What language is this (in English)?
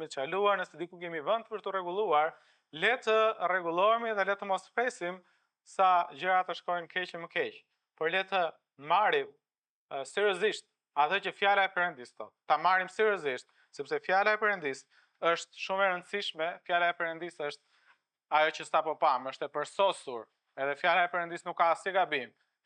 Albanian